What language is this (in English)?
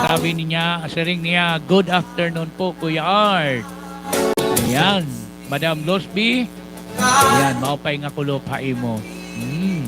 Waray